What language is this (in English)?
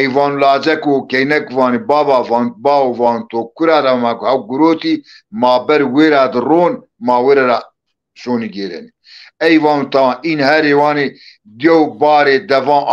Zaza